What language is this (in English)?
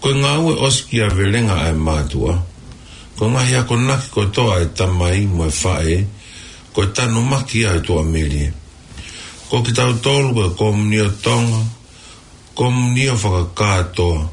Tongan